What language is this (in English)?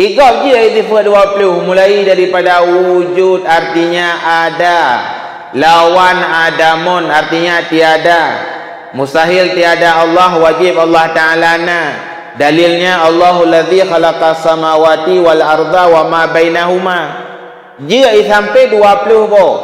Achinese